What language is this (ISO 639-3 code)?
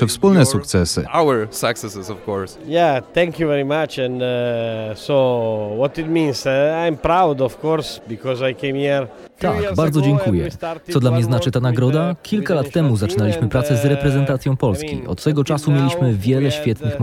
pol